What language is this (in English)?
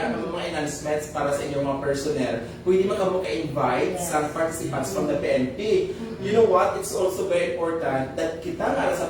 Hiligaynon